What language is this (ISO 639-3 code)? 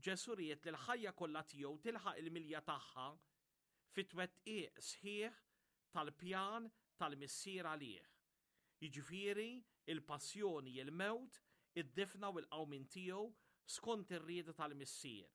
mlt